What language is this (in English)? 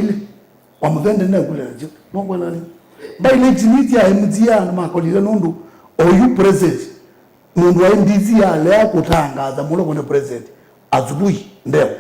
Kamba